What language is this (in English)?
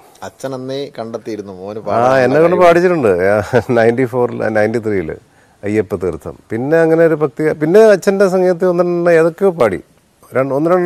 Malayalam